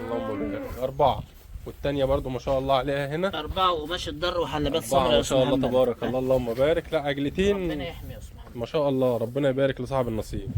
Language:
Egyptian Arabic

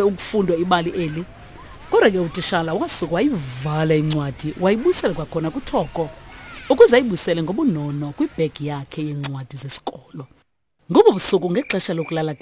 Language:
Xhosa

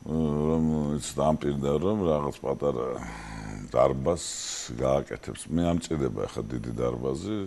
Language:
Georgian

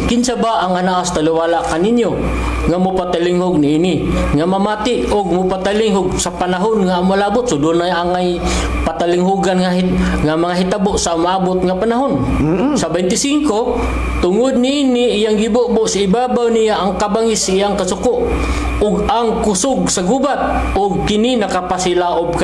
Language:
Cebuano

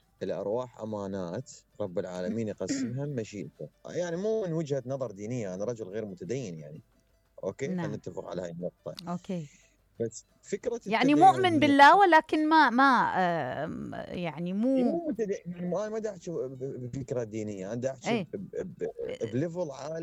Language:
Mesopotamian Arabic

